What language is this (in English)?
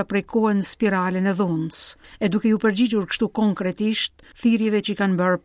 Albanian